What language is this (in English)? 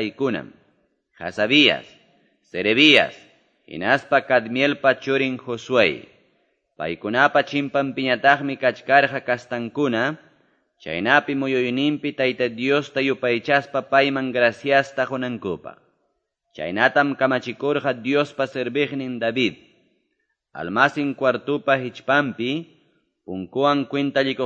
Quechua